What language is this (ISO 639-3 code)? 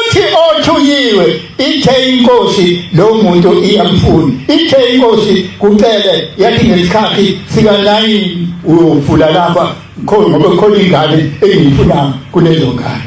zul